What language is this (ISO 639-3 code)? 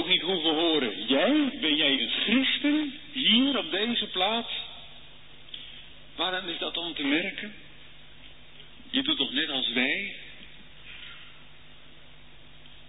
nld